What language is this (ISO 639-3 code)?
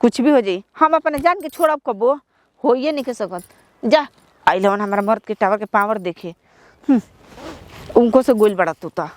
bho